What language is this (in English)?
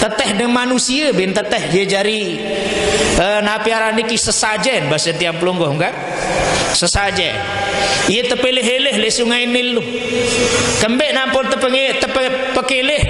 Sasak